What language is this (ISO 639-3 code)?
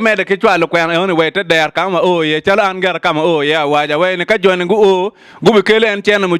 ach